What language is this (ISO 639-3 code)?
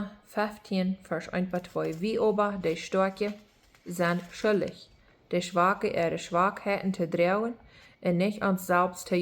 pdt